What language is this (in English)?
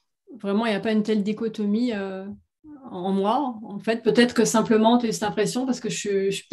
French